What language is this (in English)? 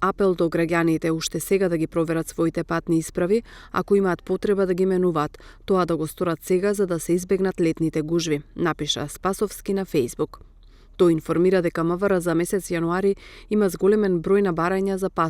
Macedonian